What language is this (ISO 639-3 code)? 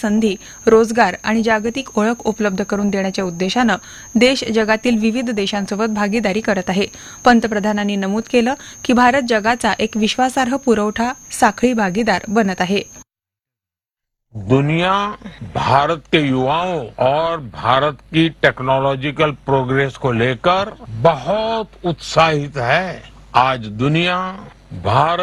mar